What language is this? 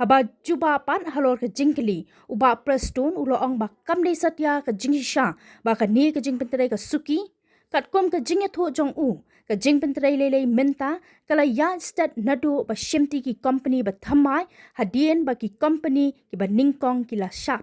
Khasi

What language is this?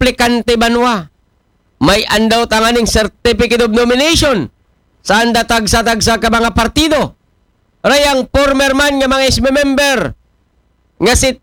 Aklanon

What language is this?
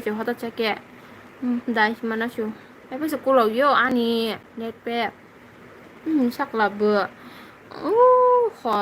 Kok Borok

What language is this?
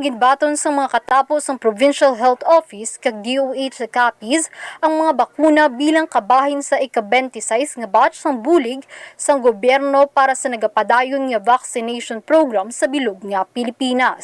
Hiligaynon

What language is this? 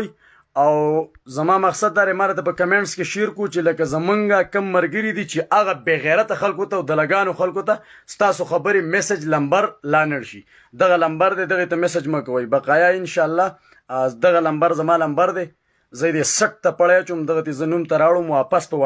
Pashto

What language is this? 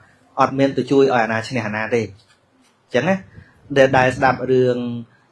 Khmer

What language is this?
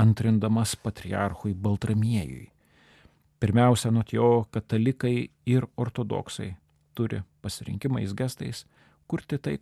Lithuanian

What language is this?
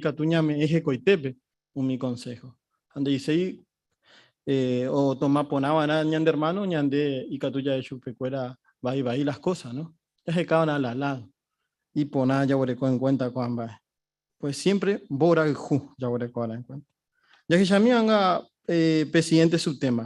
Guarani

